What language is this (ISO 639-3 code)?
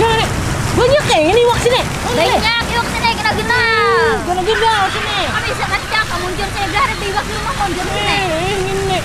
bjn